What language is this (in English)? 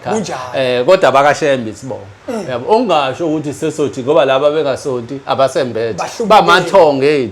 Zulu